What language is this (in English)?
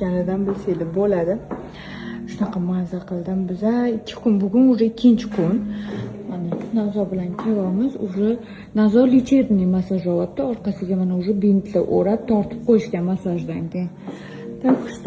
Uzbek